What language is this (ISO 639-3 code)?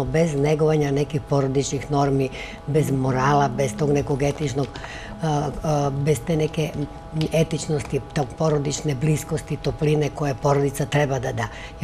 srp